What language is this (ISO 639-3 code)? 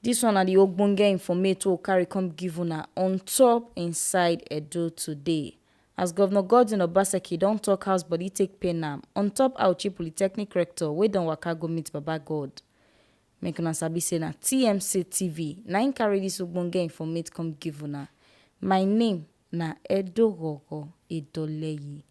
pcm